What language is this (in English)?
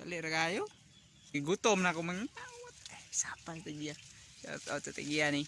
Cebuano